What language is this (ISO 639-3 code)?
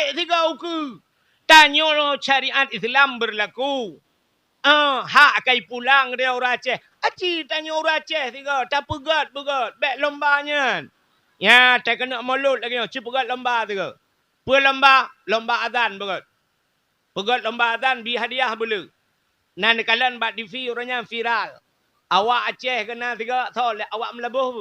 ace